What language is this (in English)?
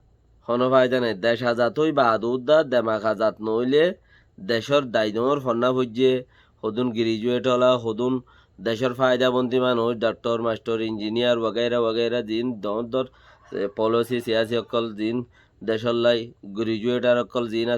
Rohingya